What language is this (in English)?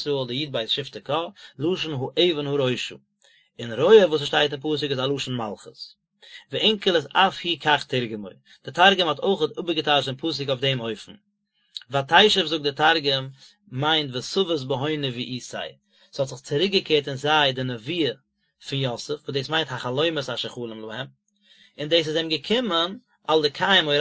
Yiddish